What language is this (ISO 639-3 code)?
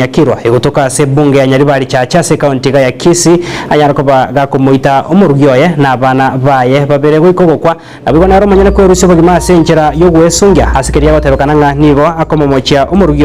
guz